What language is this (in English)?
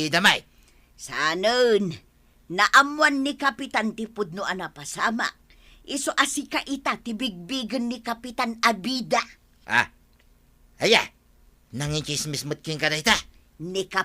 Iloko